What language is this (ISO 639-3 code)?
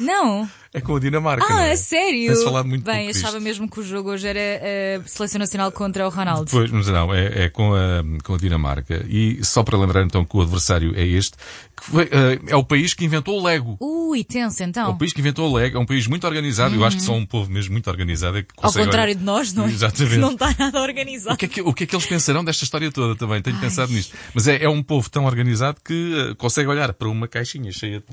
por